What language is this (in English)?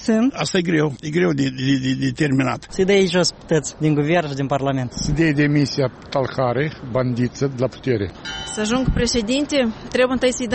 Romanian